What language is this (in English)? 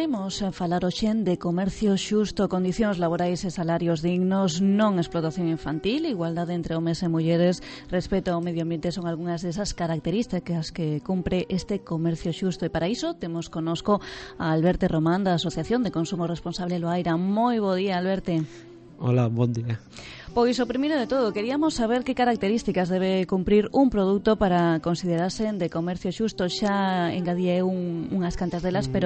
Galician